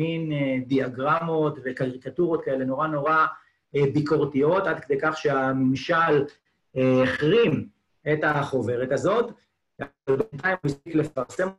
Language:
Hebrew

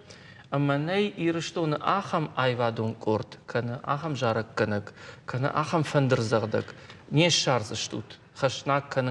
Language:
Ossetic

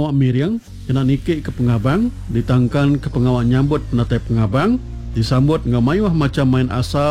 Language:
Iban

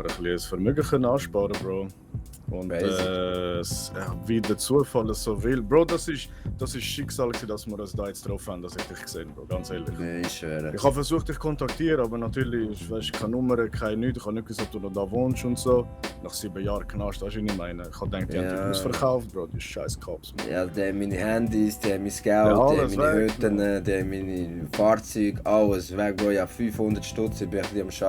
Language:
Swiss German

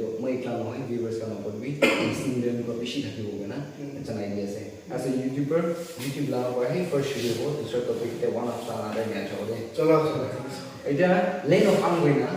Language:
Naga Pidgin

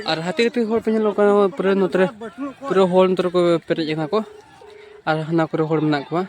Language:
Santali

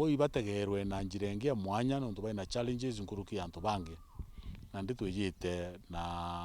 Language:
Meru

